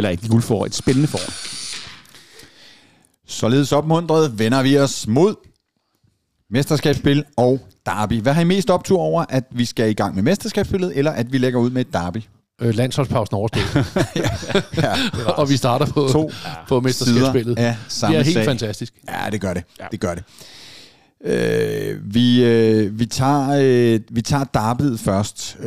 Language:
Danish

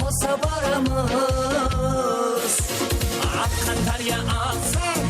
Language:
Kara-Kalpak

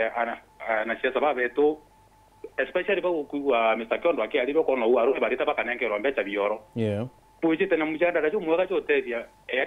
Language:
Meru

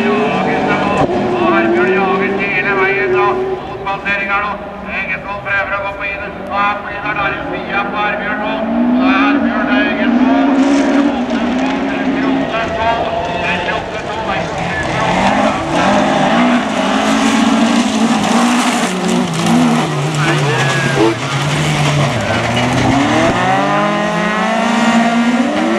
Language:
Norwegian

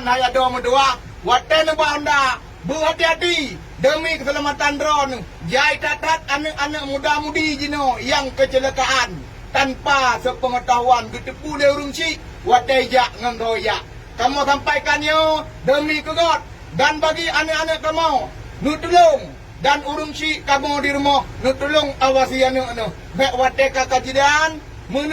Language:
Achinese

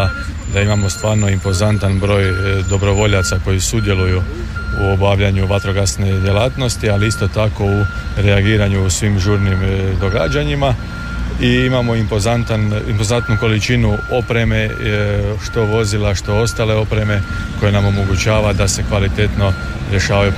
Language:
Croatian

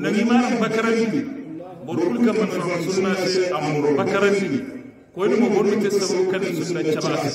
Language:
Hausa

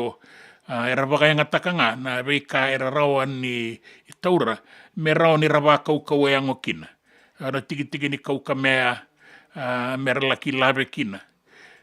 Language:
Fijian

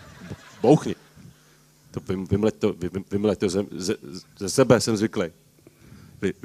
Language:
Czech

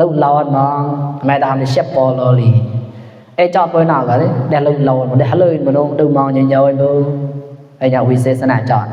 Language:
Mon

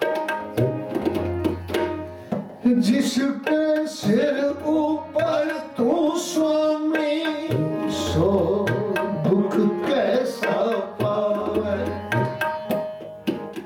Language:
Punjabi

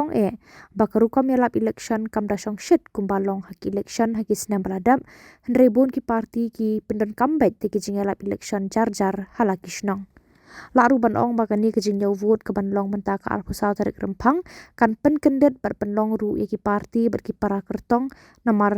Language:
Khasi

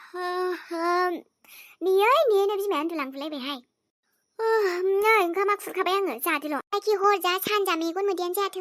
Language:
Bodo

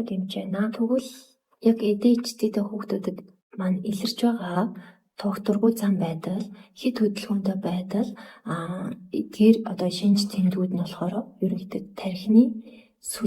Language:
Mongolian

